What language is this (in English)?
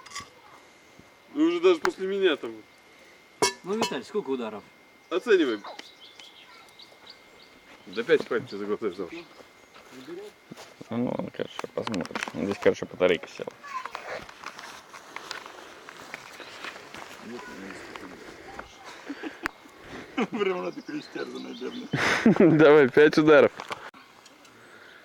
Russian